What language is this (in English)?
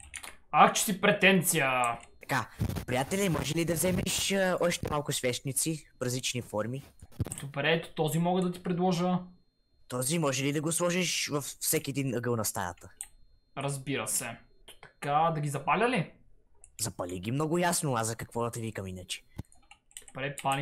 Bulgarian